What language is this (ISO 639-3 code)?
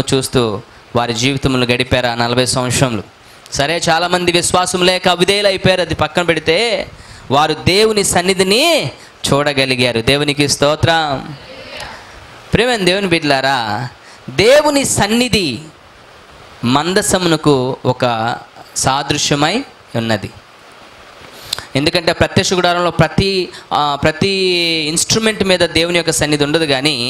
tel